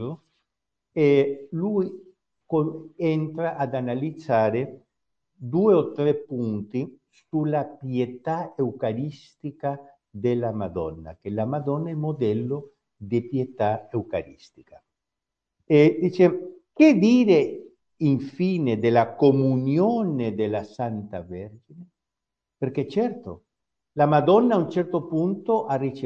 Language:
Italian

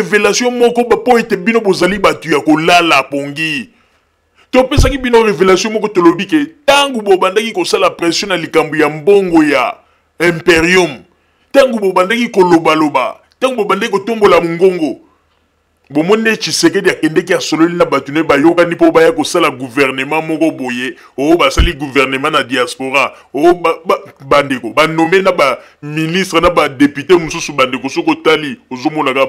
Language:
Lingala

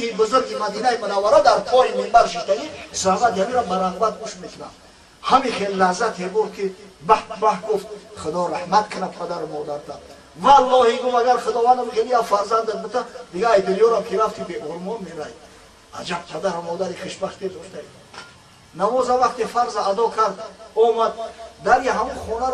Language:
Tajik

